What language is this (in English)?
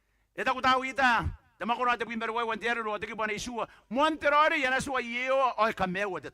Gilbertese